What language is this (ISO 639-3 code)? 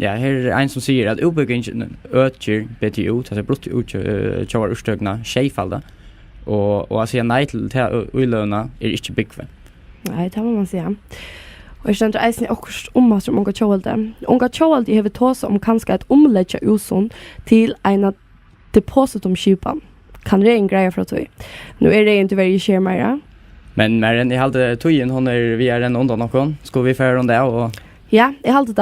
fao